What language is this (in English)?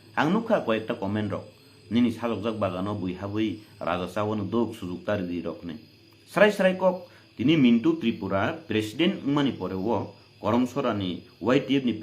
Kok Borok